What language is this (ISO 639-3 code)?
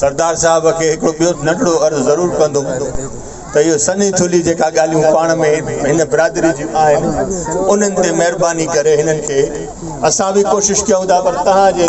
snd